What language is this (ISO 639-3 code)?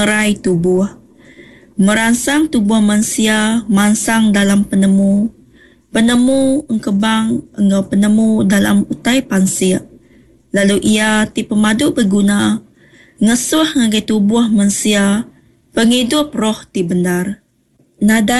iba